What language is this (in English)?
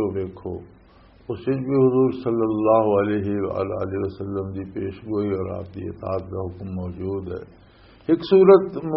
Western Panjabi